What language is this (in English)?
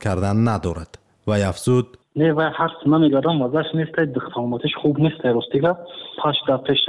Persian